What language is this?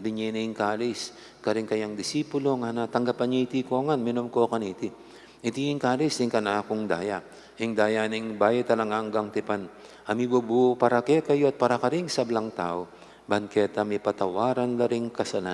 Pampanga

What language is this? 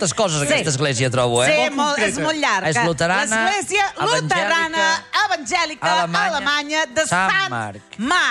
Catalan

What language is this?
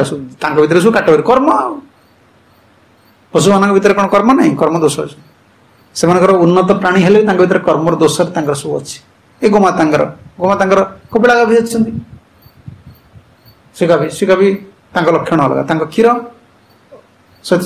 Odia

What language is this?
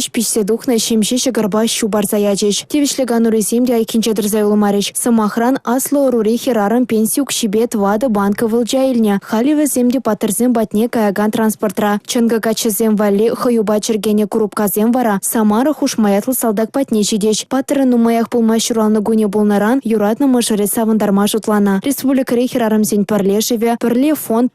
Chuvash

